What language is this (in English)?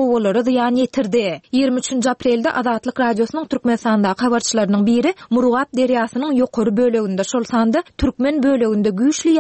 Turkmen